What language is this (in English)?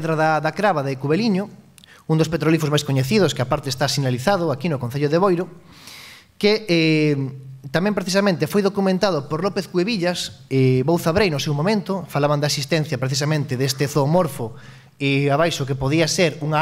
Galician